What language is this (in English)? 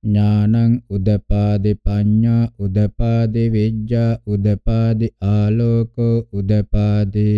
Pali